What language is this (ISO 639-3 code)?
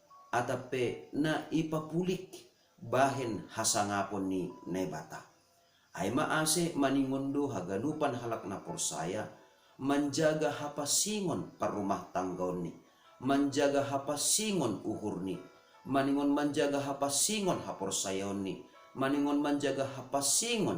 bts